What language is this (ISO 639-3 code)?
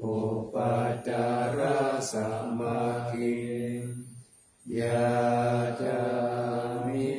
pli